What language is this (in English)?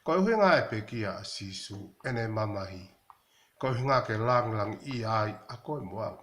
Tongan